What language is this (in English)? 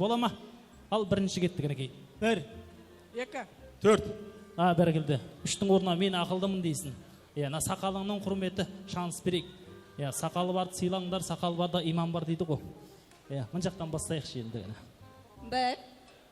Kara-Kalpak